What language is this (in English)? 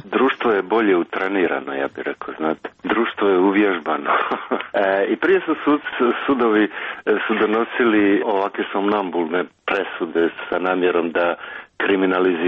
Croatian